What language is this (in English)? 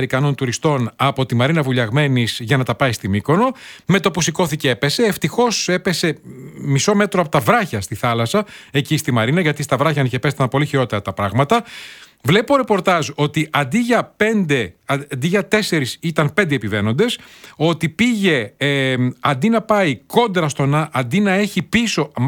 Greek